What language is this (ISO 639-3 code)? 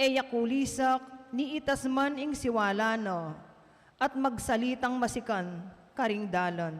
pam